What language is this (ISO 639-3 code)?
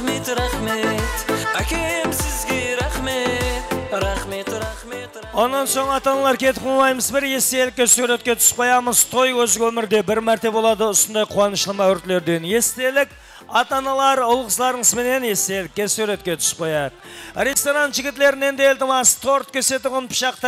kaa